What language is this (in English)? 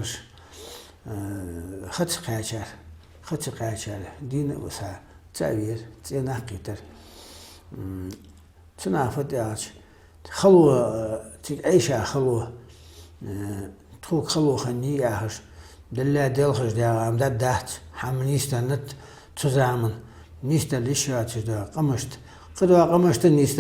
Ingush